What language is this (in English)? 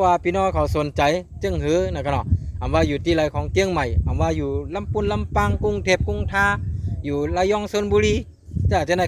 Shan